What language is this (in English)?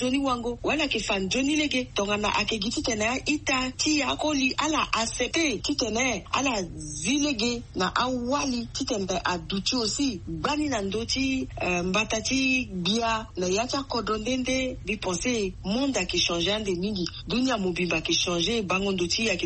Sango